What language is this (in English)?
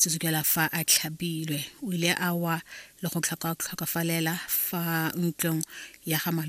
Tswana